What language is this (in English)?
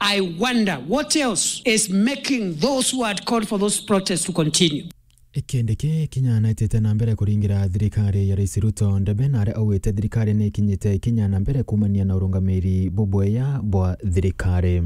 Meru